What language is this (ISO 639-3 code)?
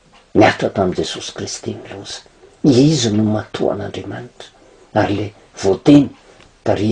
mlg